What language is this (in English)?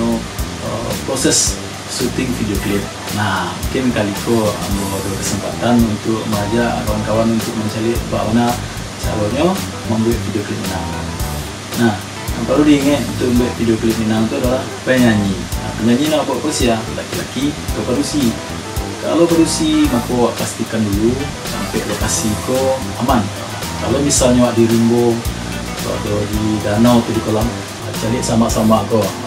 Minangkabau